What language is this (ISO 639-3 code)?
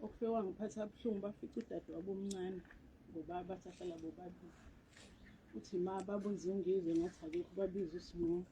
zul